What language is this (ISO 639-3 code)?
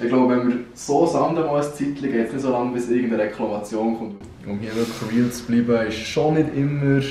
gsw